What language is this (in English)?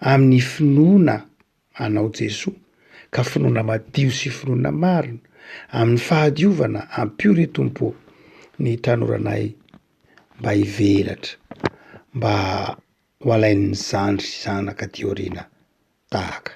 Malagasy